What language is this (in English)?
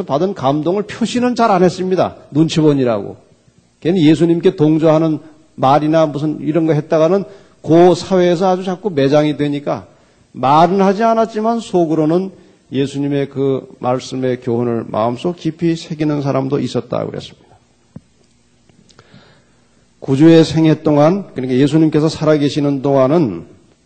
Korean